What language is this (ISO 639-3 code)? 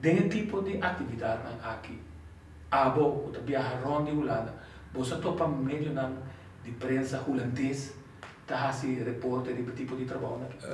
pap